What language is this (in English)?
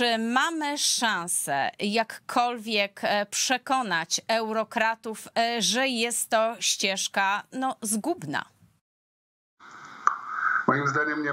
Polish